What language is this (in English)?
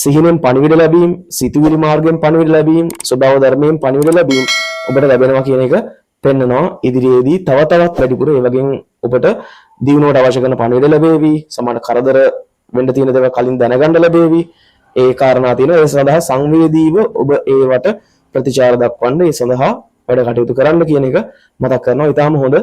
Sinhala